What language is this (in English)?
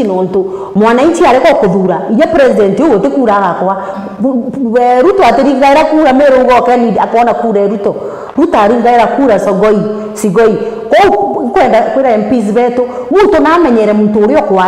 Meru